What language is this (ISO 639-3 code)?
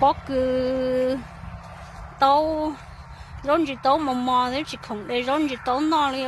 hmn